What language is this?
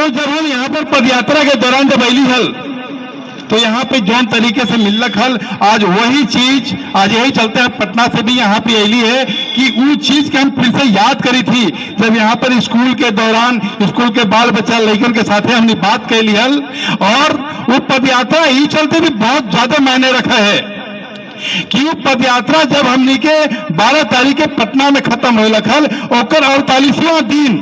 Magahi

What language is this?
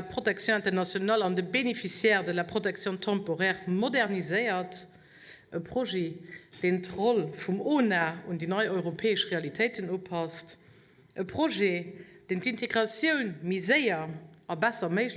Luxembourgish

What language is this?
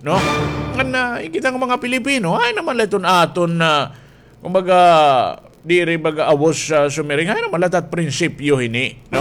Waray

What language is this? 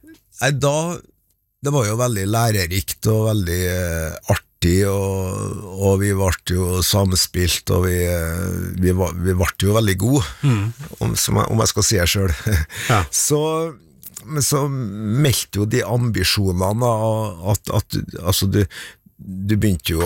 Norwegian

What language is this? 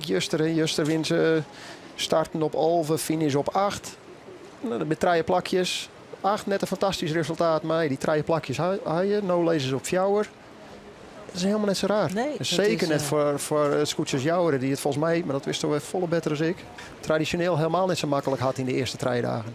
Western Frisian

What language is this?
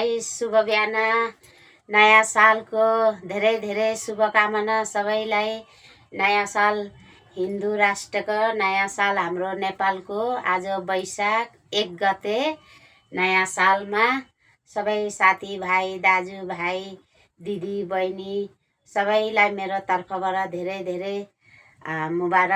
Nepali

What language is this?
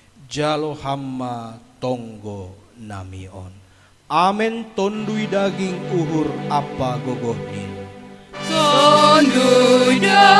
Batak Simalungun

